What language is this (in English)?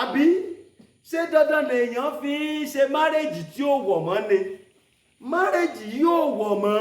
Yoruba